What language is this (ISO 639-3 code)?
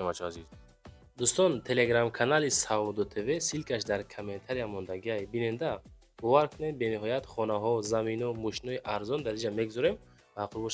tgk